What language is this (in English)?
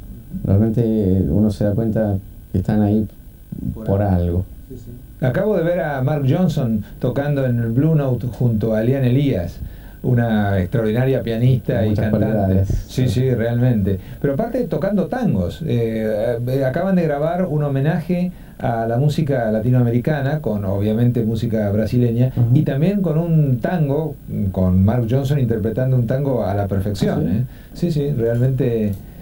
Spanish